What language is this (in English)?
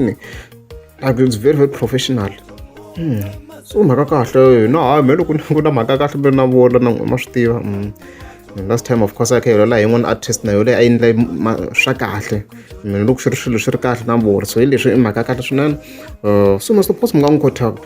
Tsonga